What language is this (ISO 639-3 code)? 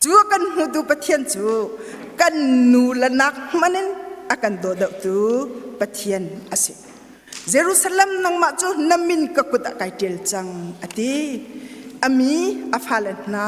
cnh